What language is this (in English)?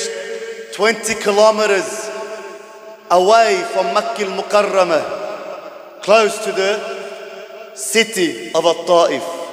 English